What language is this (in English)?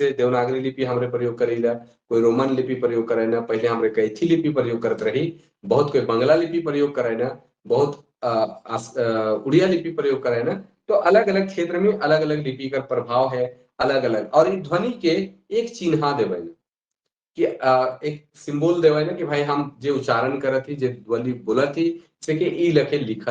Sadri